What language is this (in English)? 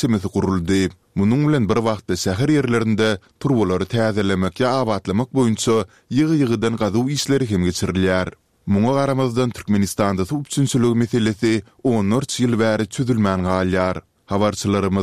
Turkmen